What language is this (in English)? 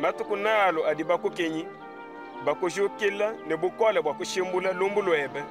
Luba-Lulua